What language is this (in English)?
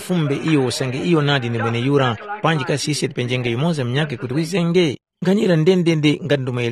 Tumbuka